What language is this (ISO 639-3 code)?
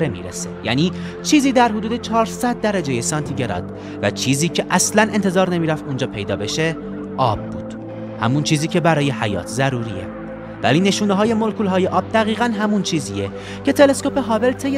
fas